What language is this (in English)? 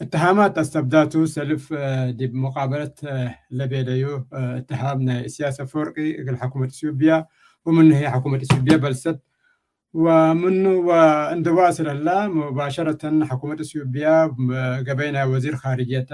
Tigre